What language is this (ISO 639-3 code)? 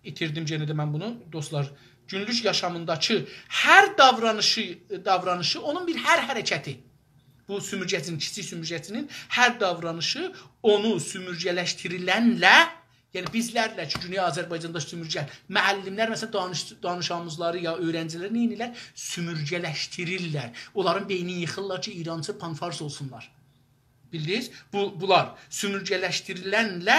azb